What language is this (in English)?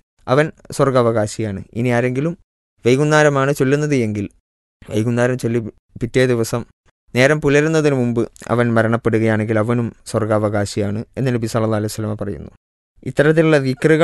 Malayalam